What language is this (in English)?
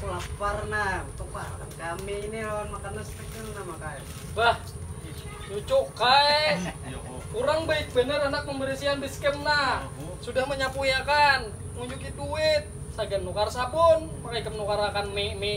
Banjar